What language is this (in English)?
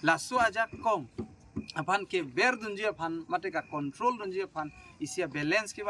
Karbi